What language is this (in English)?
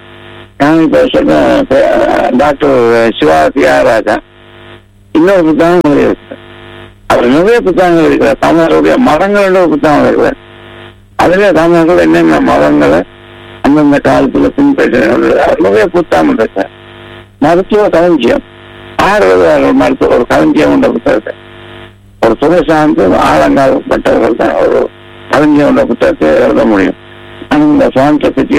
Tamil